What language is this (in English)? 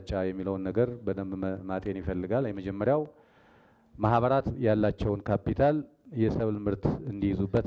Amharic